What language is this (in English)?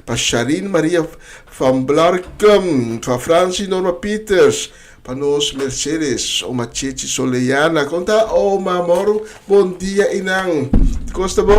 Papiamento